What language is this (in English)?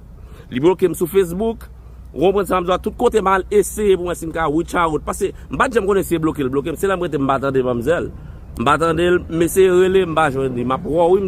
Haitian Creole